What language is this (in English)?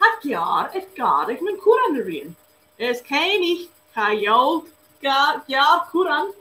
Scottish Gaelic